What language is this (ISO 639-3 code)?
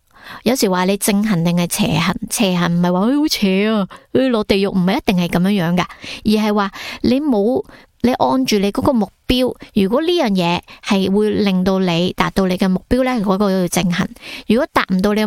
yue